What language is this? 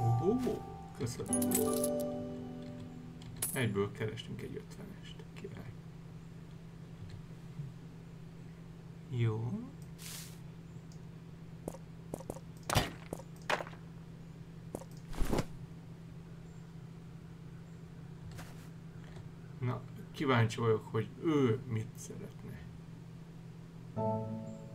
Hungarian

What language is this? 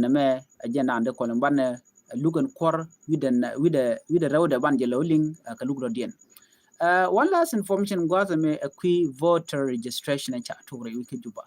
Nuer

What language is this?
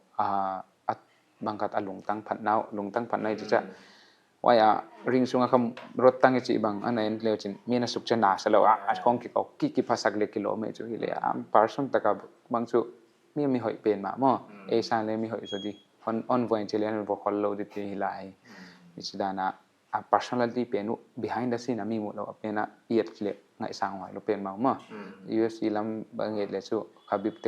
Paite Chin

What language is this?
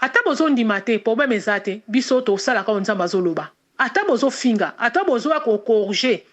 Lingala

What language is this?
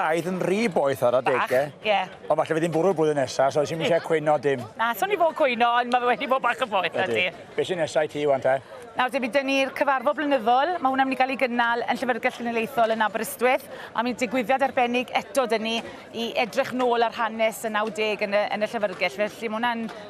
Welsh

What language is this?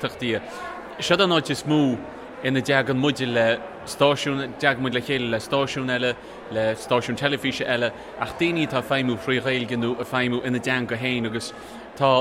Irish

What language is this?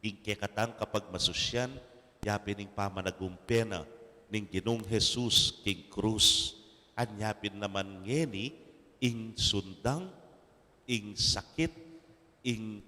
Pampanga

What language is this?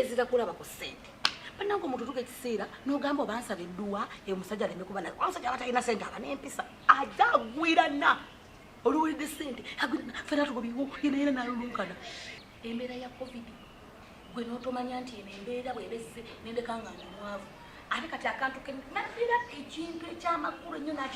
Ganda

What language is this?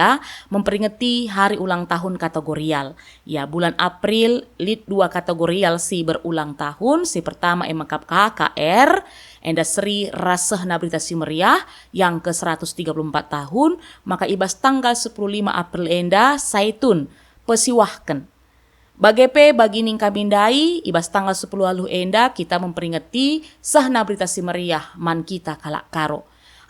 Batak Karo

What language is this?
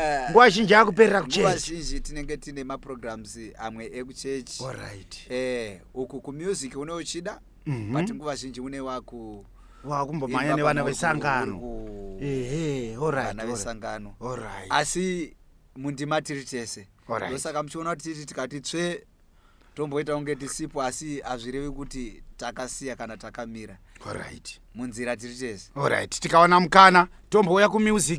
Shona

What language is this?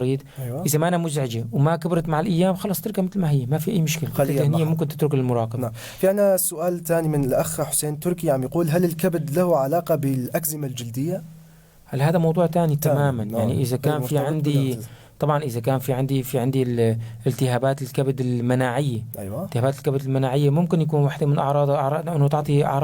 North Levantine Arabic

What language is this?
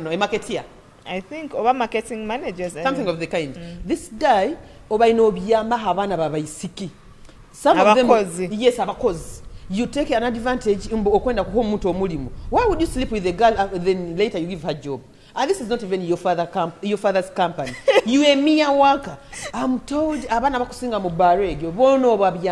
Nyoro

